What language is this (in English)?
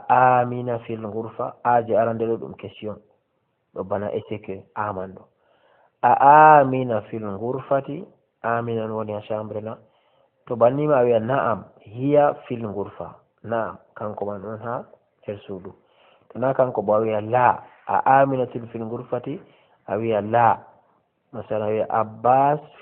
Fula